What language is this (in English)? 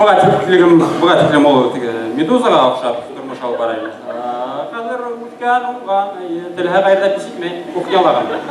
Bashkir